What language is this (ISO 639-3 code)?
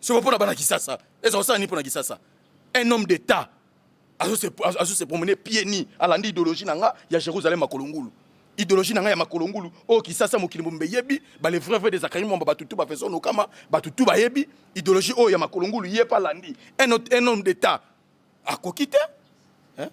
lin